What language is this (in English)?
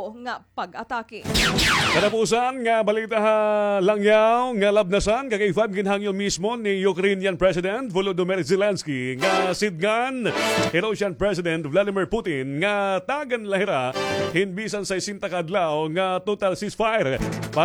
Waray